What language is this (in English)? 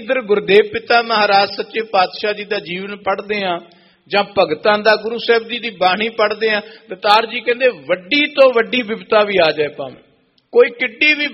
Punjabi